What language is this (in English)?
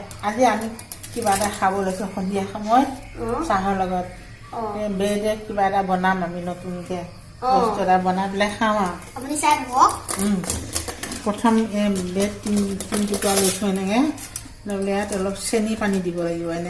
Assamese